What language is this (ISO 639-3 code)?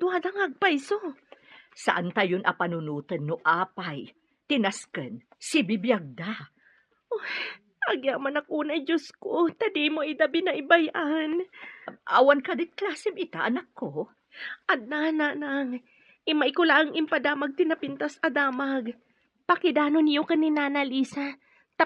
ilo